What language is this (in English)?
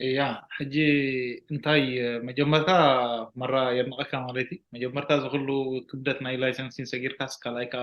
Tigrinya